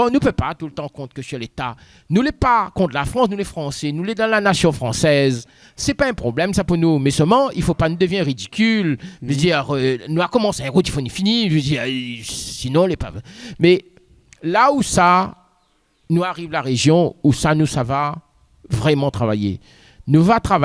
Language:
Réunion Creole French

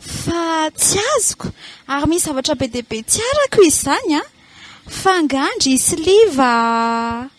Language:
Malagasy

